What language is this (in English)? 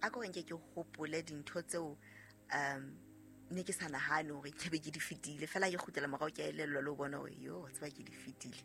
Southern Sotho